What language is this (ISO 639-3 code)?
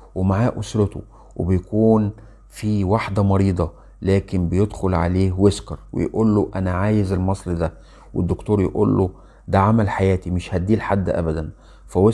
arz